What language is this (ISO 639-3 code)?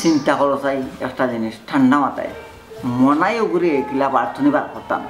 syl